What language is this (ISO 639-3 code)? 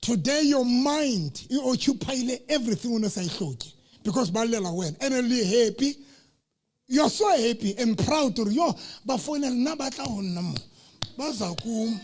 sot